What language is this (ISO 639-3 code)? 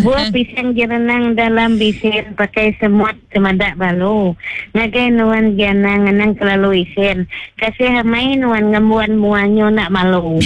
iba